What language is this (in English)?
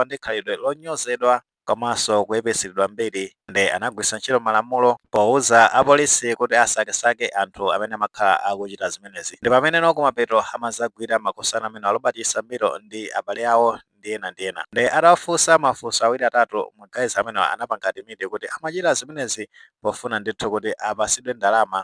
Nyanja